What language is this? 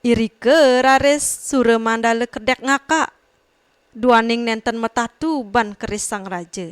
Balinese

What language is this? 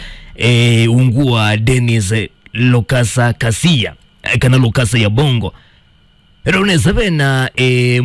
Kamba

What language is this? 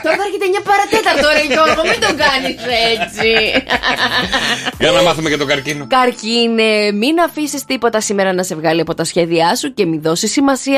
Greek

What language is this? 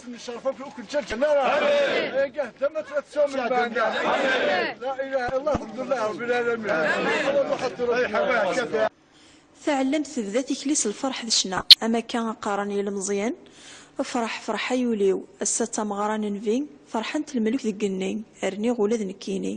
Kabyle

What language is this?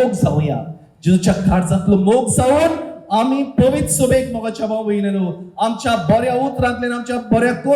Konkani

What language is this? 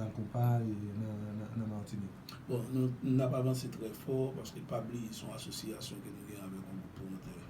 Haitian Creole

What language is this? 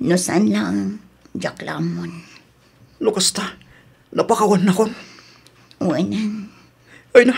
Iloko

